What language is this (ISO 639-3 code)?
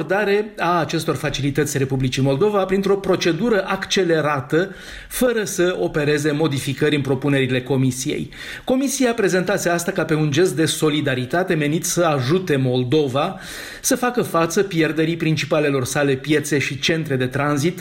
ron